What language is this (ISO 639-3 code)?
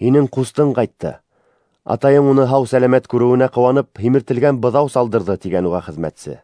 bak